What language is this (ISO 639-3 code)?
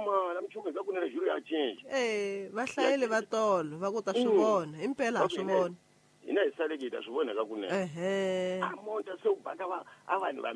tso